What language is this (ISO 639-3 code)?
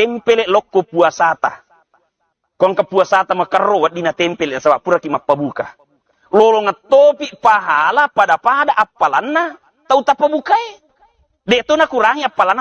bug